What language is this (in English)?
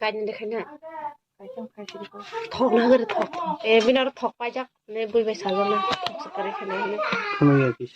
Kok Borok